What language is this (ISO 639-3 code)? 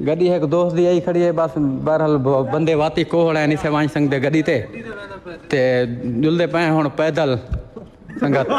skr